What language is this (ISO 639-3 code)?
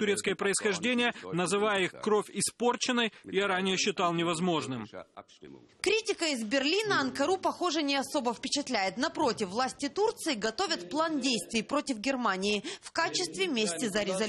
rus